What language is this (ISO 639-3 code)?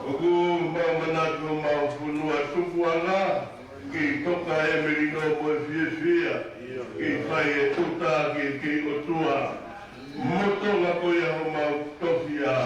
ton